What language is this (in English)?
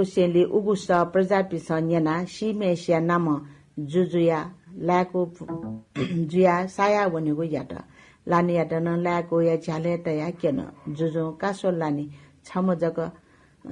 Newari